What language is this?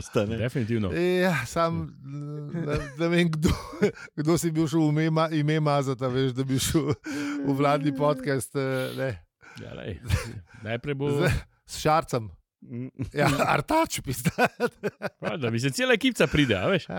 Slovenian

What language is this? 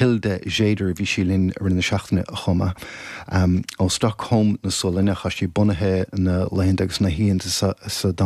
Irish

